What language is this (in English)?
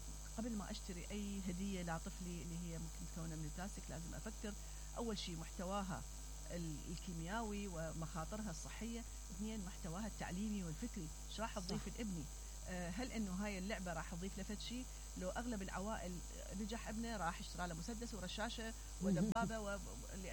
Mesopotamian Arabic